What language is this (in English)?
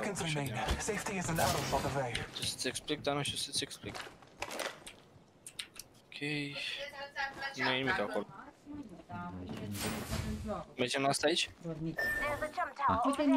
Romanian